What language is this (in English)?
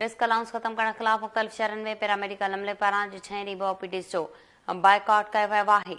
Sindhi